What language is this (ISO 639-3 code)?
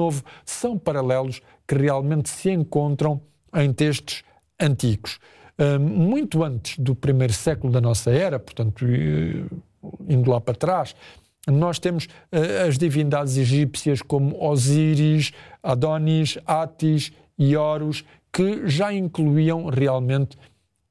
por